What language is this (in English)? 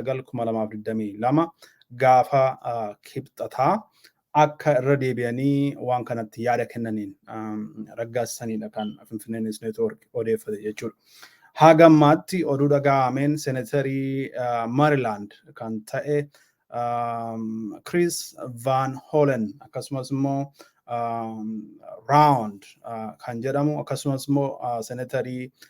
Oromo